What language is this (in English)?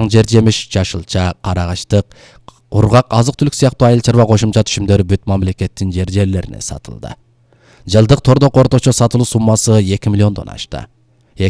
Kyrgyz